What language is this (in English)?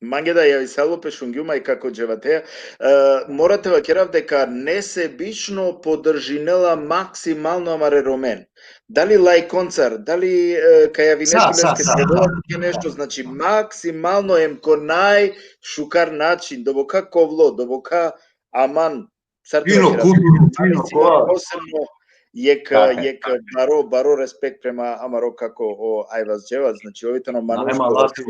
Balkan Romani